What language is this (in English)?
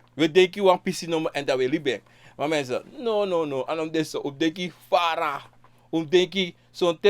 Sranan Tongo